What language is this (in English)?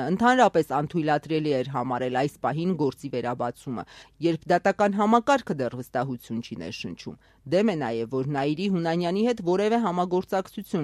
Armenian